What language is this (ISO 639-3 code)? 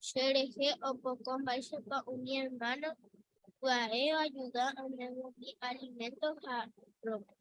grn